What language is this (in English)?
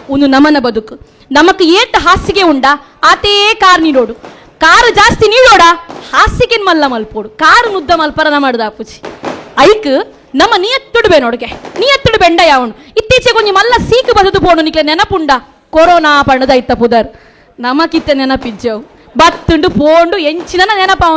Tulu